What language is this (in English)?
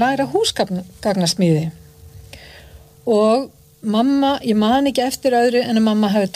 Icelandic